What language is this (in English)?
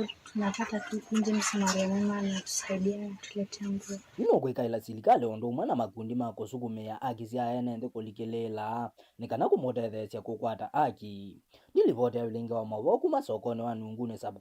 Kamba